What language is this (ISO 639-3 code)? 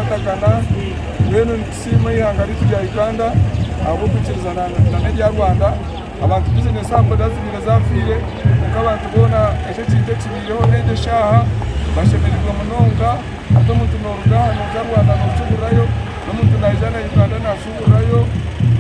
nyn